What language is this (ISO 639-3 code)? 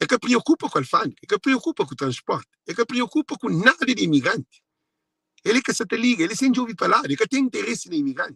kea